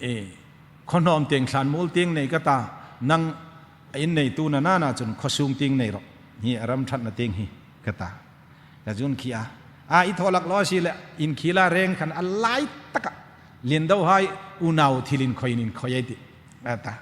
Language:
Hmar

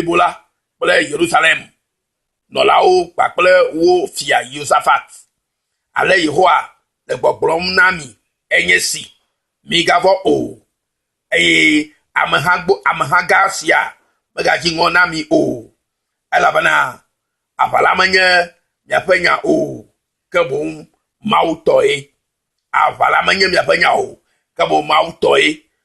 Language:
Ewe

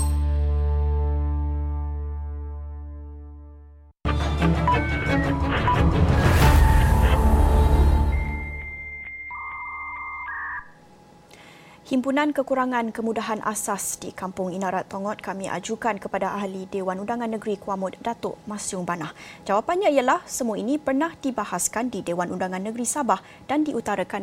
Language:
Malay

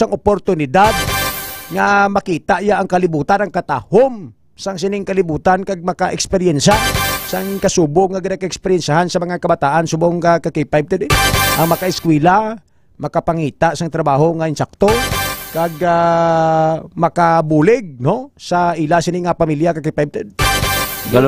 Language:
Hiligaynon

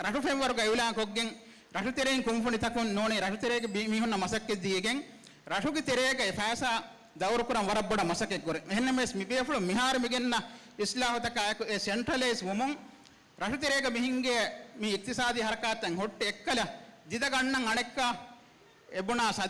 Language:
Divehi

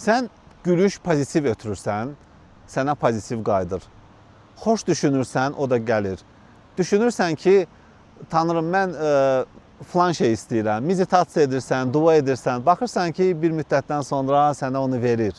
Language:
Azerbaijani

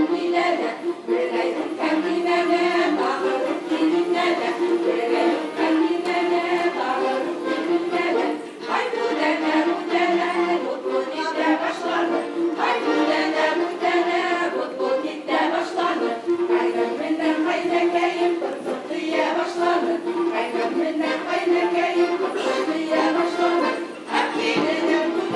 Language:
Bashkir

